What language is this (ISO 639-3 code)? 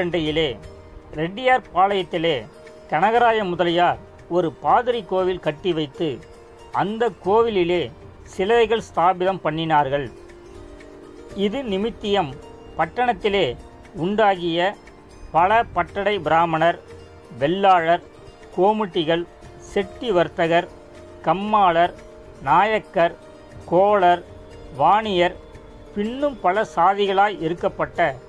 tam